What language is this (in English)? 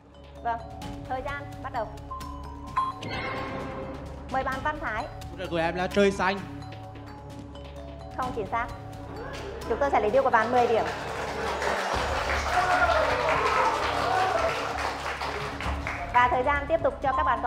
Vietnamese